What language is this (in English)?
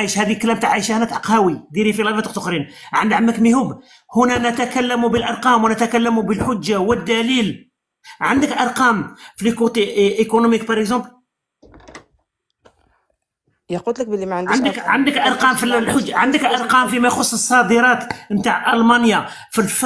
Algerian Arabic